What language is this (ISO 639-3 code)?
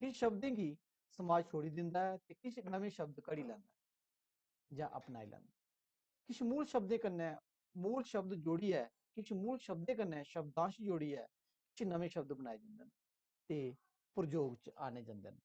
doi